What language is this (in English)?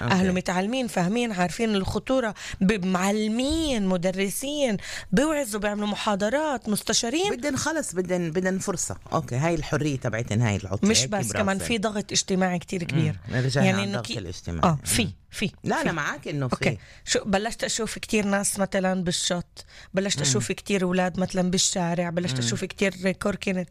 North Levantine Arabic